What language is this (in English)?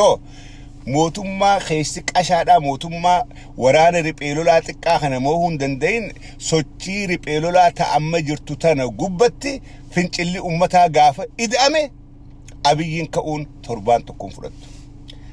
Oromo